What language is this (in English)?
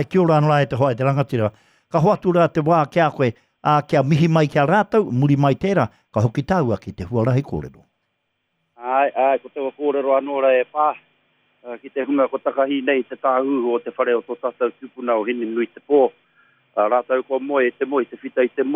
Māori